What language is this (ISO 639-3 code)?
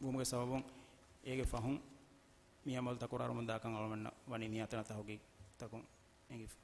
div